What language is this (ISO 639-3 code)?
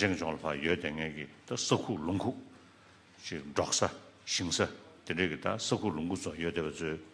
bod